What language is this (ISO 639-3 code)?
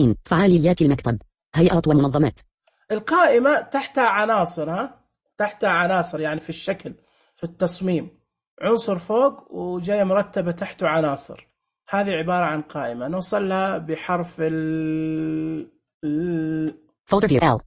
ars